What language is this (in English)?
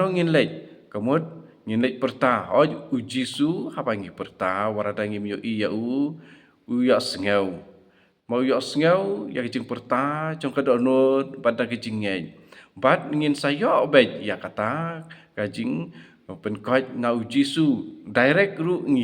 Khasi